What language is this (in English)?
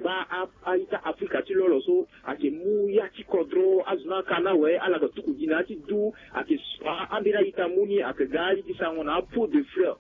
Sango